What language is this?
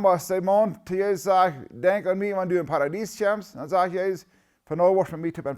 Plautdietsch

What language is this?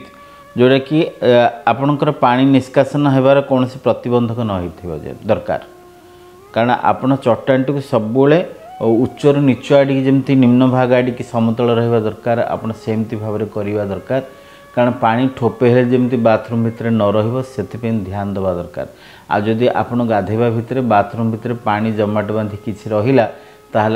Odia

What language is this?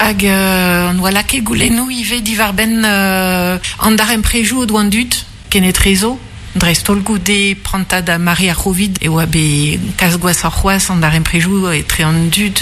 Breton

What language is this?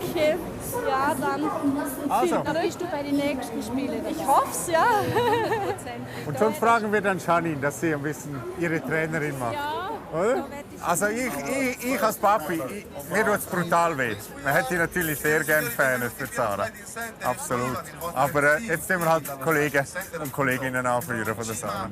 Romansh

